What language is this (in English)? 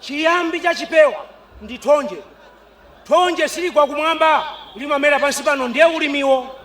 Nyanja